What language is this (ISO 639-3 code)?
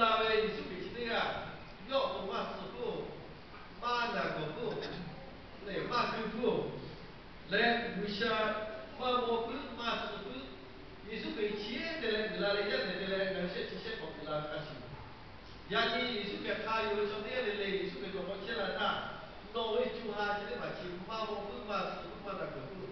lhu